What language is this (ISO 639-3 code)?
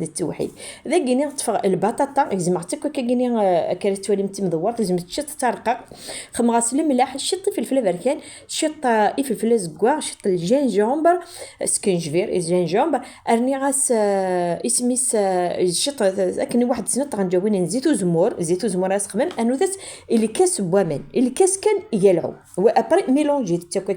kab